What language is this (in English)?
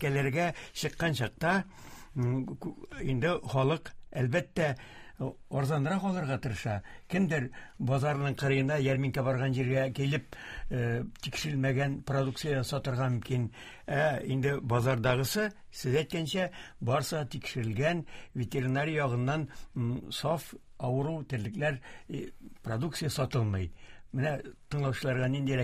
Tatar